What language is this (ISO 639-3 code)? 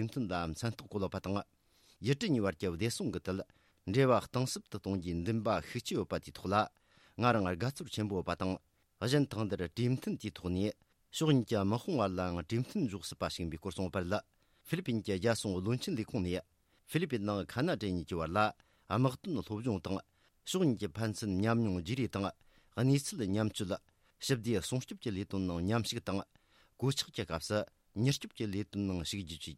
bod